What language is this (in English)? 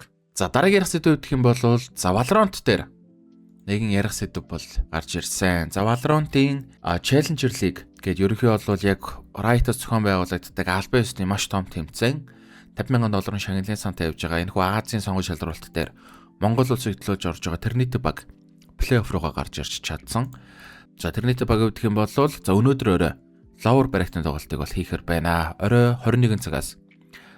Mongolian